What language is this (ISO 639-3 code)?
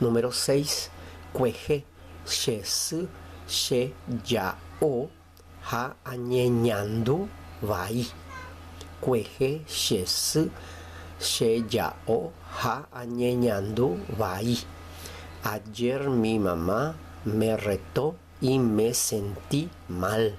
grn